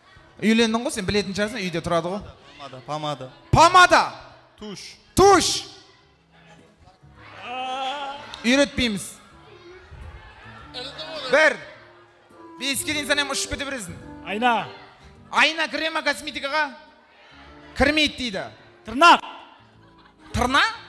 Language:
Kazakh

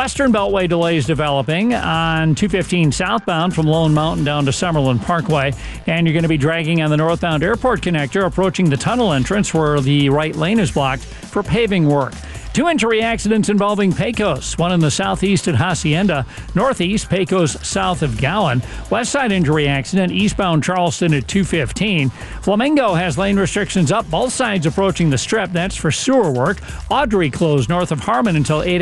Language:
English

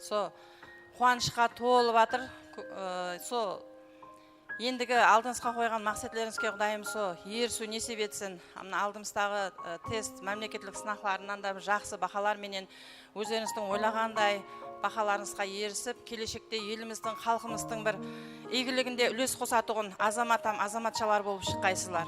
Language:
Kara-Kalpak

